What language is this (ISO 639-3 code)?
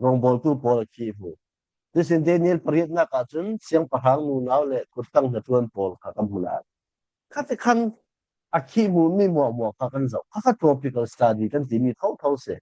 cfm